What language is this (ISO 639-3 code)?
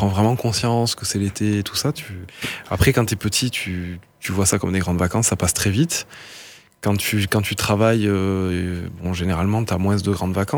fra